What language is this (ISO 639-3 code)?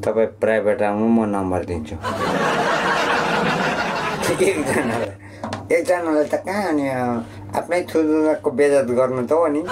nep